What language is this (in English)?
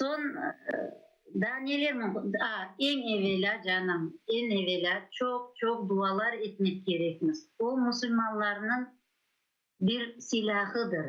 Crimean Tatar